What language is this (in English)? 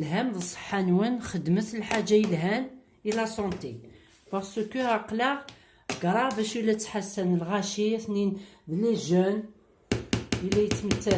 Kabyle